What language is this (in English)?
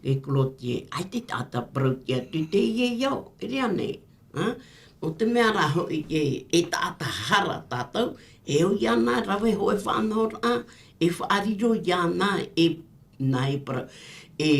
Tahitian